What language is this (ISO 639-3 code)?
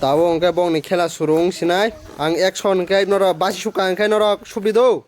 trp